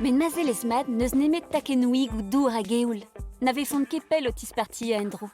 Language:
Breton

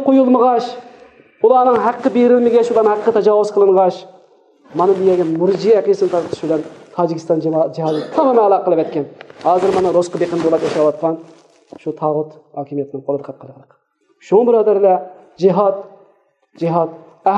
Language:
Uyghur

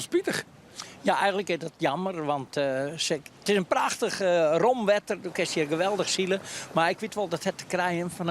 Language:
Western Frisian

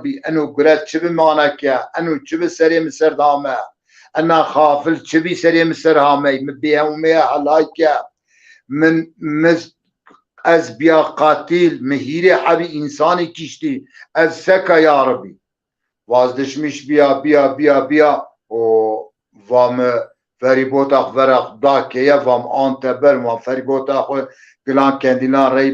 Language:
Zaza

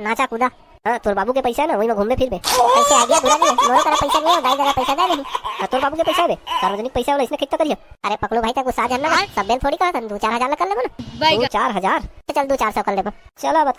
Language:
Chhattisgarhi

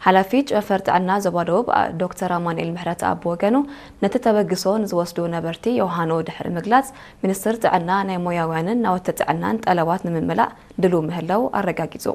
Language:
Tigrinya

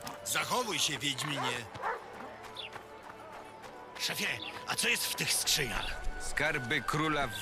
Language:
Polish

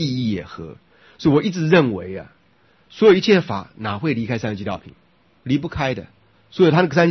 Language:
Chinese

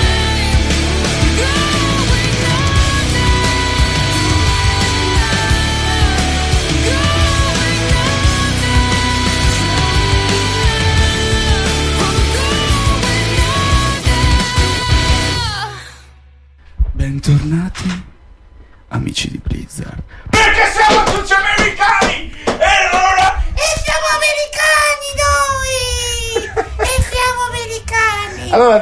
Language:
Italian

